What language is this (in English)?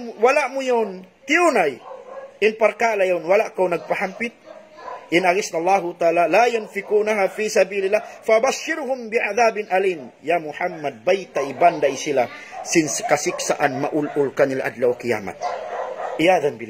Tausug